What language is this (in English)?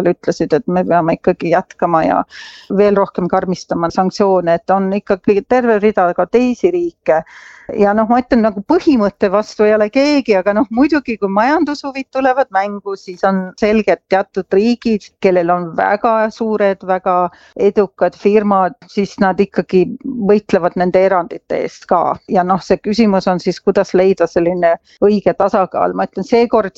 Estonian